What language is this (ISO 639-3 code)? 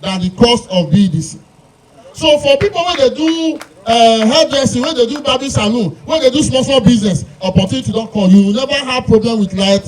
pcm